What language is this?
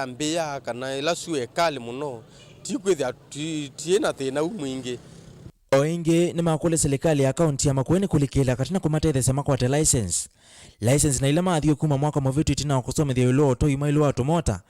Kamba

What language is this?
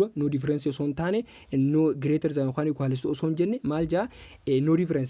Oromo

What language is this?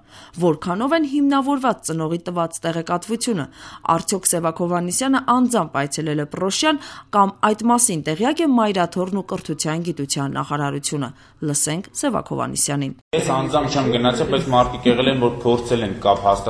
Armenian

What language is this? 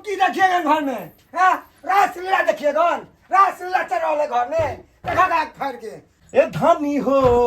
Maithili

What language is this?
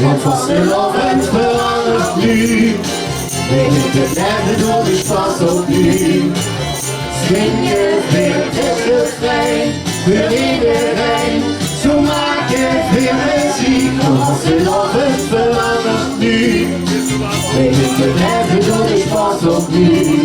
Limburgish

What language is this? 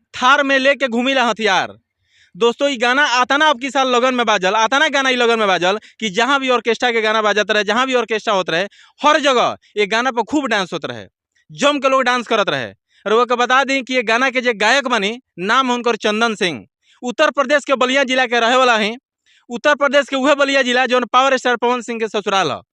Bhojpuri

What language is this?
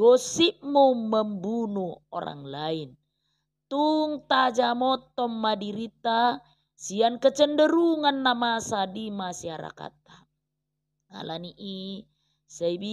Batak Toba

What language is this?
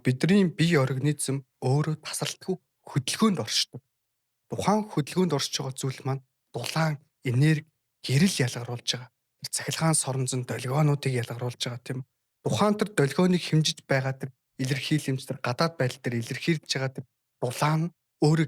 Mongolian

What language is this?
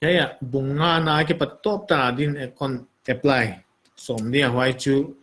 Paite Chin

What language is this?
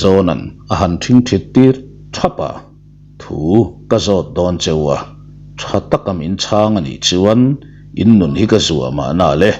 Mizo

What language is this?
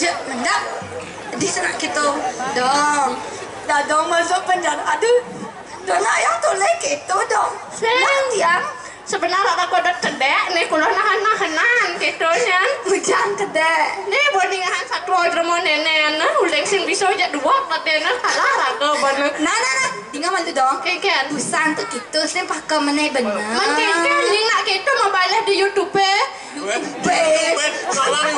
Balinese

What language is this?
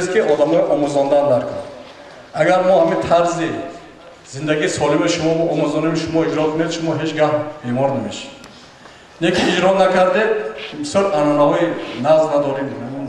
Tajik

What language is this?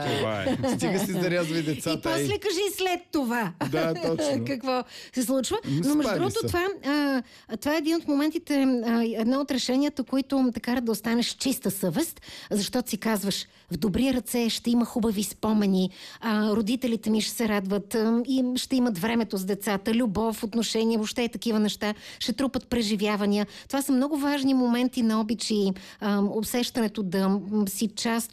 Bulgarian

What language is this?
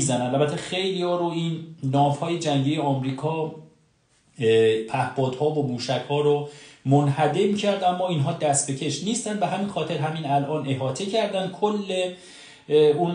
Persian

